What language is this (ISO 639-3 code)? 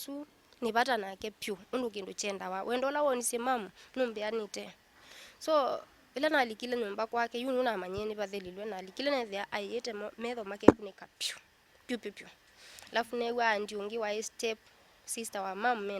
kam